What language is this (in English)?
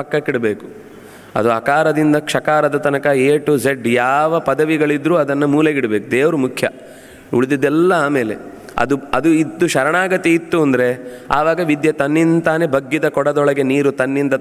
Kannada